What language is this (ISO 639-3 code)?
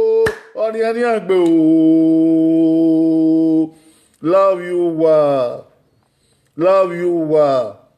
bin